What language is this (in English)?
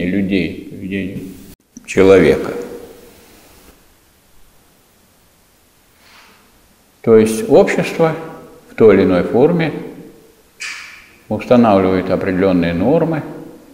Russian